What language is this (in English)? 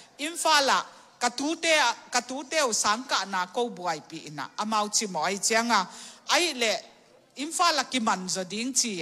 Tedim Chin